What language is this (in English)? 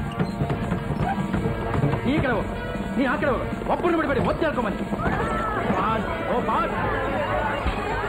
Kannada